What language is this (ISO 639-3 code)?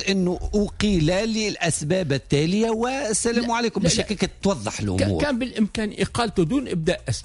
aeb